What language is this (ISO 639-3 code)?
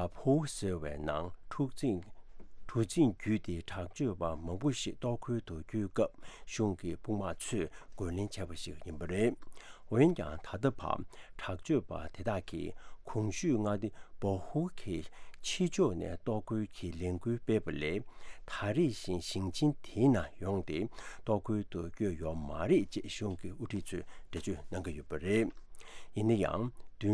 bod